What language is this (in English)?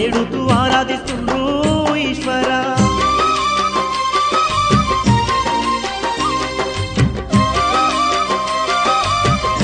Telugu